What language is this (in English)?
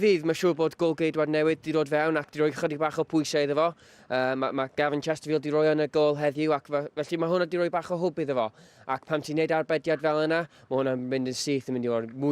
Welsh